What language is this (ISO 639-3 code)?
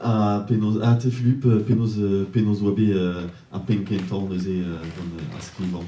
bre